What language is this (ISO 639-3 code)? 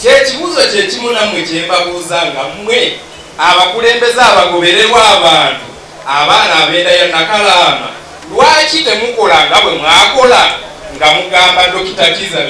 lug